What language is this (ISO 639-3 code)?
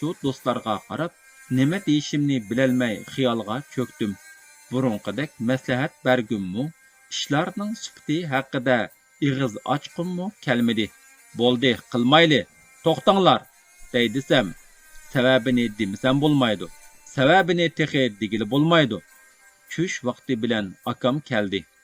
uig